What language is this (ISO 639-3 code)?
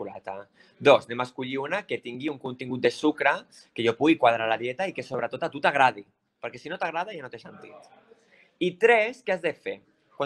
cat